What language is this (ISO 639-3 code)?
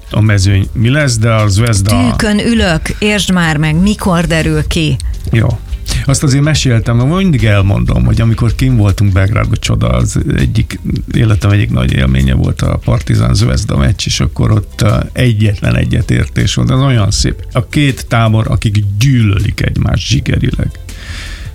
hun